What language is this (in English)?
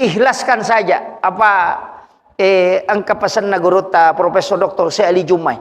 Buginese